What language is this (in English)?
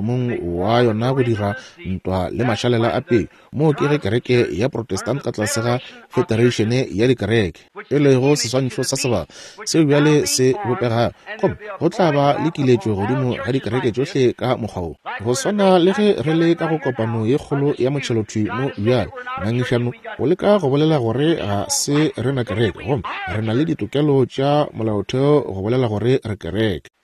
Northern Sotho